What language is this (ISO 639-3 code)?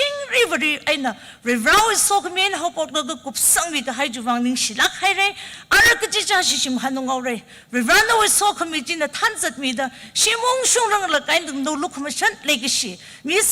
nmf